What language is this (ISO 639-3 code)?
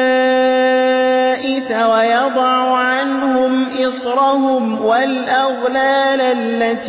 ara